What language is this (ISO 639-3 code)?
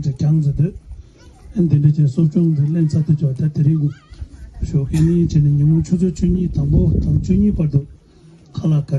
bod